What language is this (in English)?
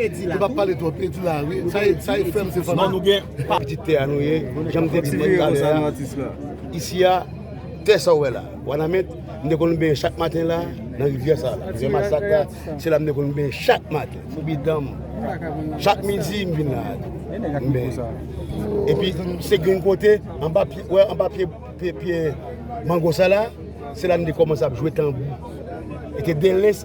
Haitian Creole